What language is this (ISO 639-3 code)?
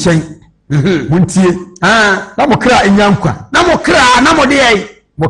aka